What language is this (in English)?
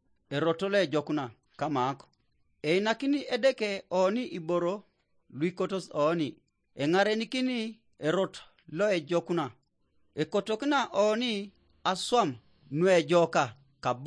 Teso